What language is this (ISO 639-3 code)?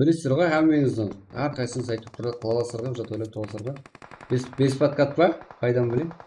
kaa